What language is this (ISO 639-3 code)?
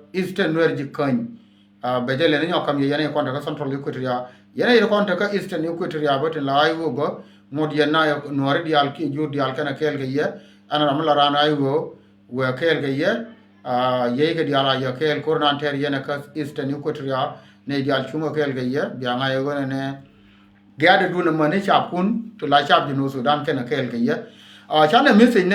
nus